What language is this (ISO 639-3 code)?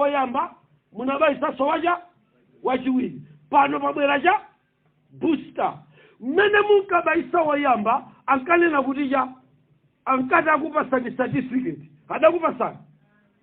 nya